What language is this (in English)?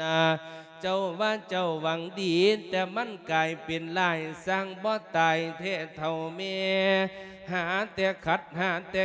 Lao